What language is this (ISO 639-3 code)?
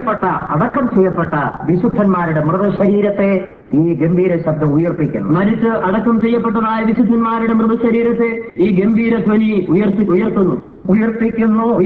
mal